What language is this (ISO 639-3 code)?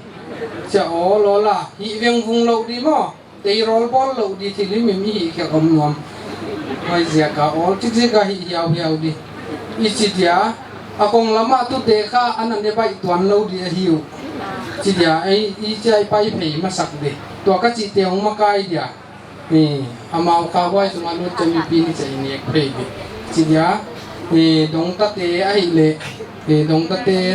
pck